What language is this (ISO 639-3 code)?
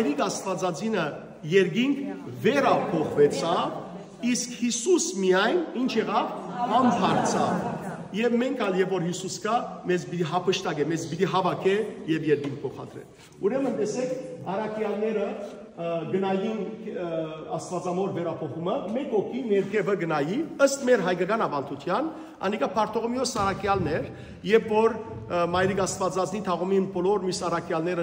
hyw